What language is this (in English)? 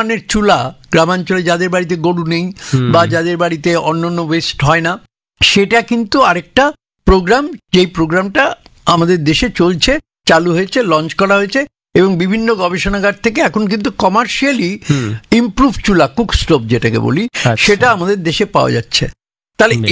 Bangla